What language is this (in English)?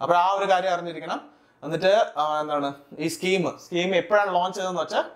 Malayalam